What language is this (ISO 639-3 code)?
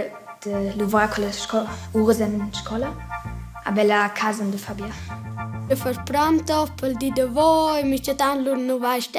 roh